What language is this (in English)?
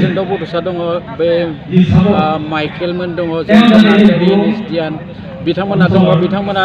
Bodo